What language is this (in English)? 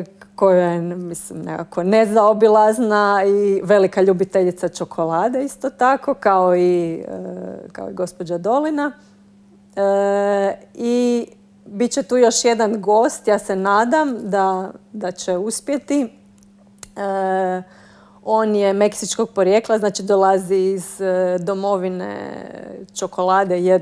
Croatian